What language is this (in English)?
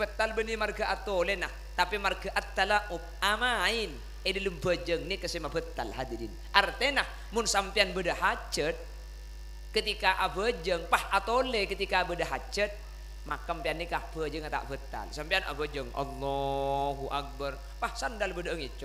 Madurese